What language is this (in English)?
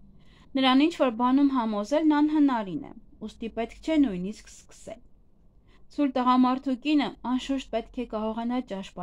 Armenian